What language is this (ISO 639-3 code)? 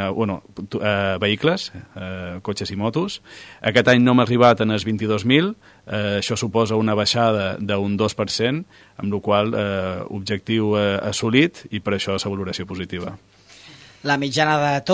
cat